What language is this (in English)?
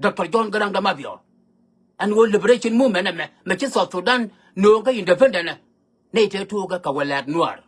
Nuer